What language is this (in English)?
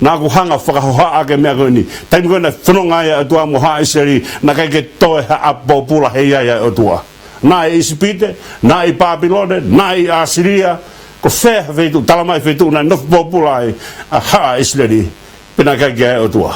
Tongan